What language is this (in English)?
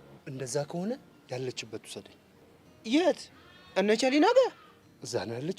Amharic